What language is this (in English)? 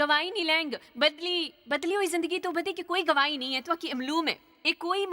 Dogri